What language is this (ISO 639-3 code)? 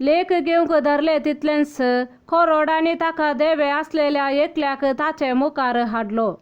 kok